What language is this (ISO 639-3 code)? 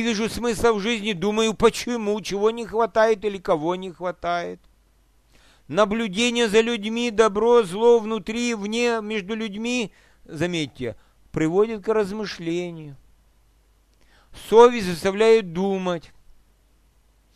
rus